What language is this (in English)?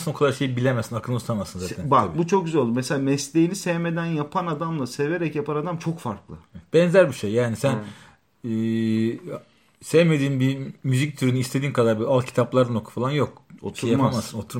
Turkish